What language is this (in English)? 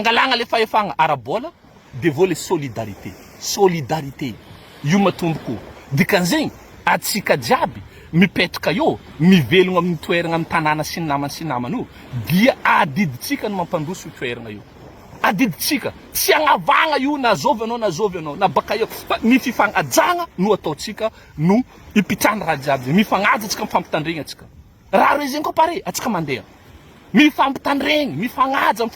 Malagasy